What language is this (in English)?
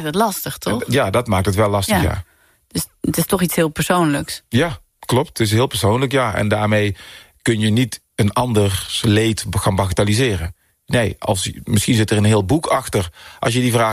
Dutch